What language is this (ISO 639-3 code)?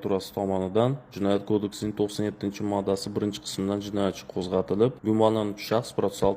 uzb